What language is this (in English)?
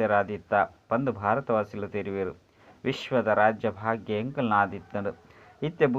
Tulu